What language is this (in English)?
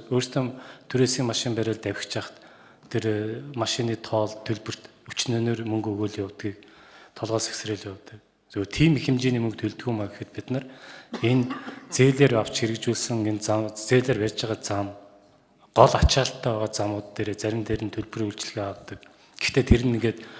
Mongolian